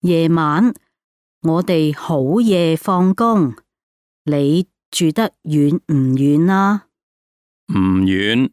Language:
Cantonese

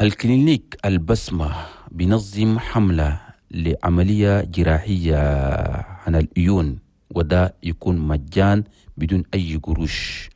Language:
Chadian Arabic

